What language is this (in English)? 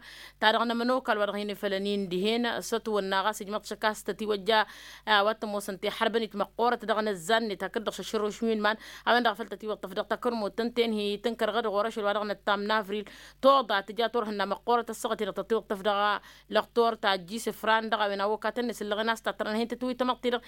Tamasheq